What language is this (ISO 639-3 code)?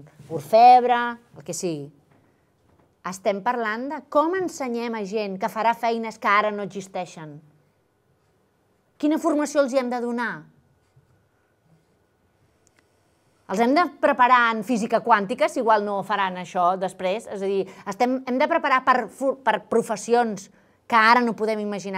cat